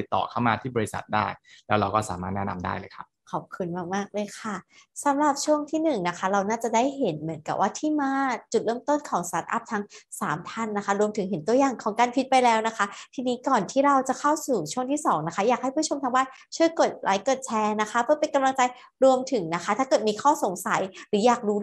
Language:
Thai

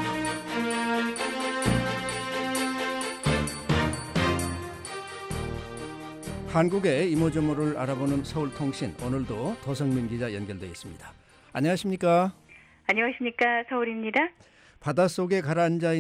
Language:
Korean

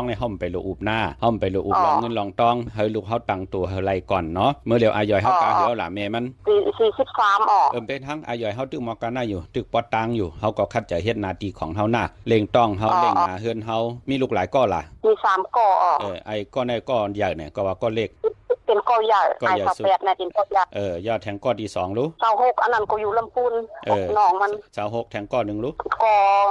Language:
Shan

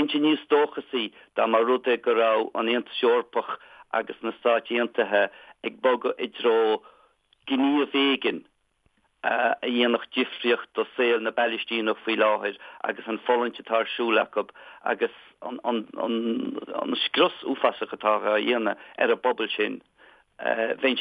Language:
Irish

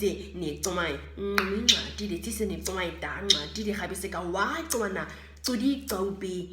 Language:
Nama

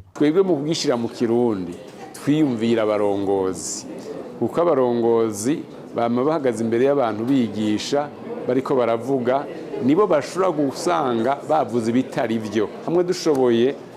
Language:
Rundi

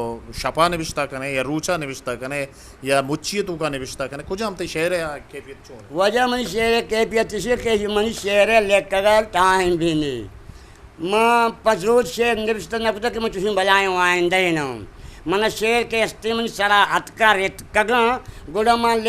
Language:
Eastern Balochi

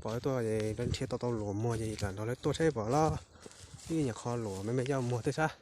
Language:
Hmong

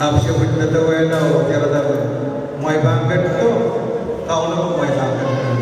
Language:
Pohnpeian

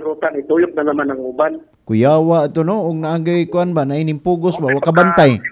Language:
Cebuano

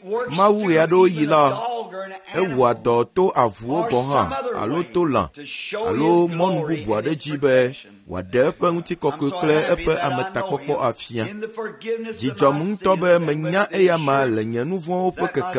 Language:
Ewe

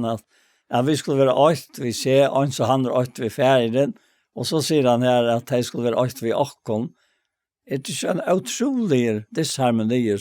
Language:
Faroese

